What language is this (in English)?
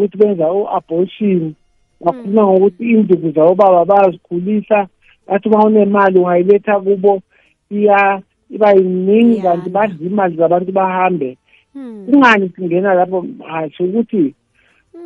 South Ndebele